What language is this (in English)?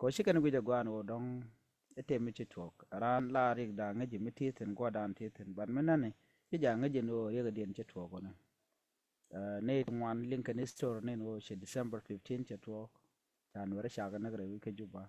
Nuer